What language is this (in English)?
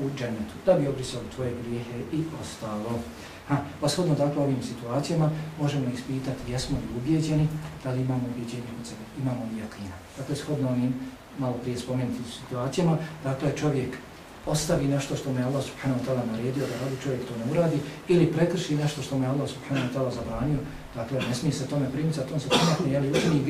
Bosnian